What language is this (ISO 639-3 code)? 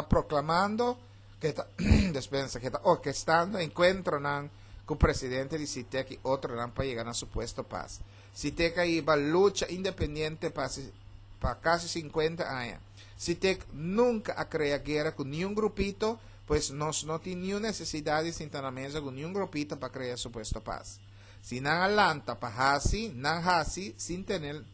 pap